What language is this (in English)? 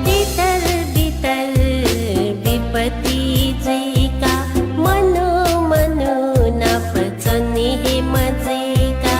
Newari